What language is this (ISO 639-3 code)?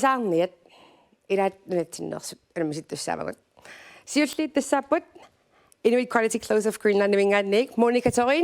kal